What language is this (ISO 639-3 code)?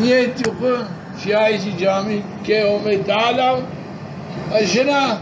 zza